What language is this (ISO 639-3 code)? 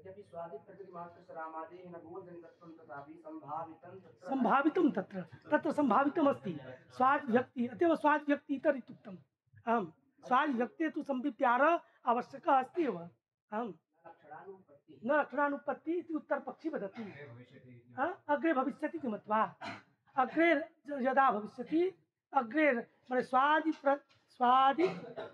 san